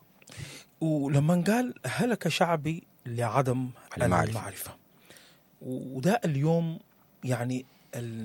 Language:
Sudanese Arabic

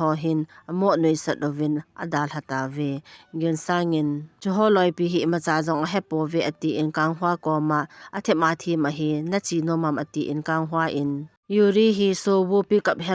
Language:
Thado Chin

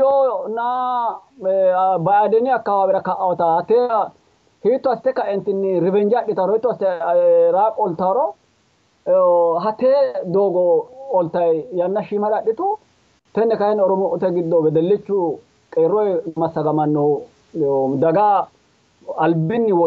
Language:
Sidamo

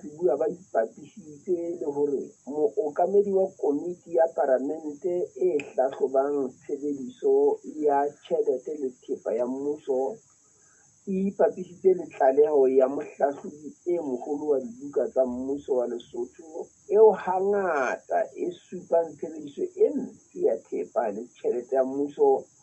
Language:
Southern Sotho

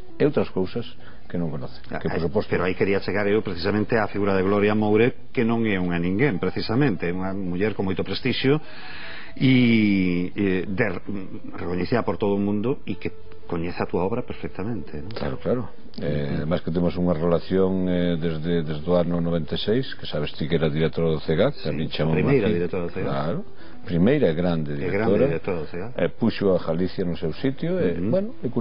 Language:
Galician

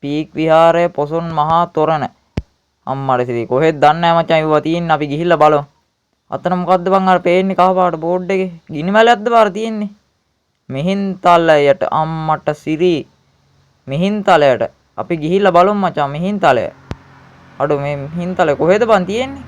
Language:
Sinhala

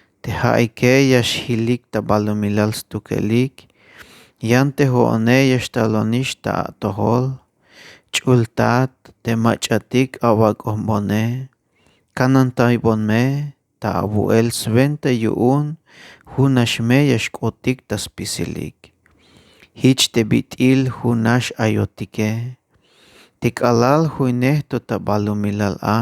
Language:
Tzeltal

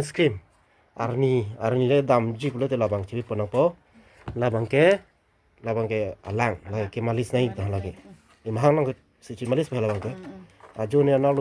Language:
Karbi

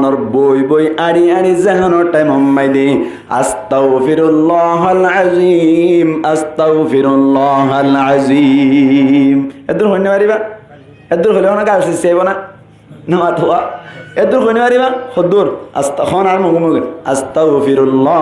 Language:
Rohingya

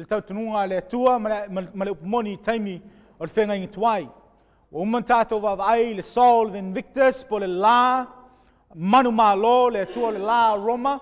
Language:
Samoan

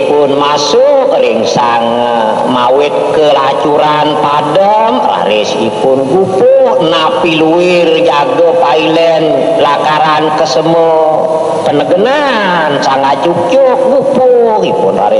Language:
Balinese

